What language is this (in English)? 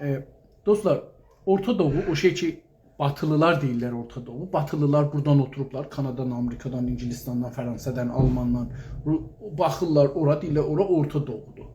South Azerbaijani